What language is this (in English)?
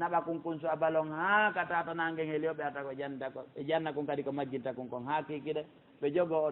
Pular